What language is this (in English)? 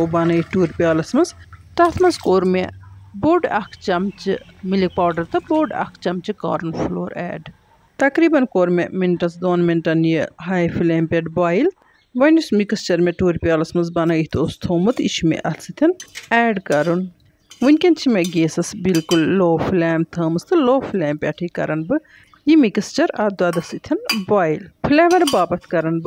Kashmiri